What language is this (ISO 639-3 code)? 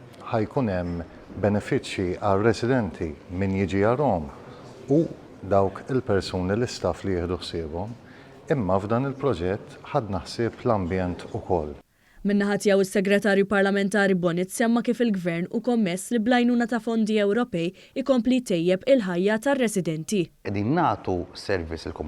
mlt